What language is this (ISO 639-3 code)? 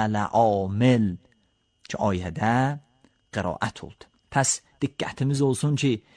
aze